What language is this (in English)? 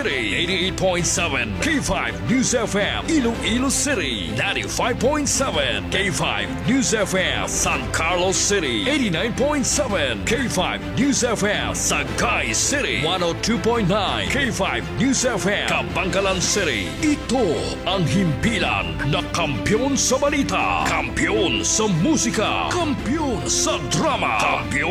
Filipino